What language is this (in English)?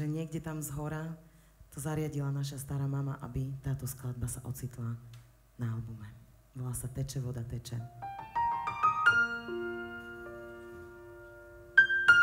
Slovak